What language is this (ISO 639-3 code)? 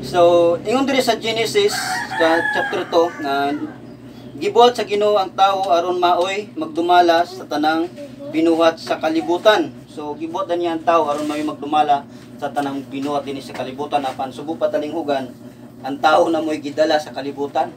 ceb